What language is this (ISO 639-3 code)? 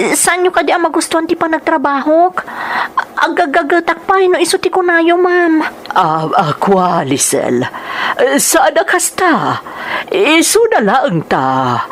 ilo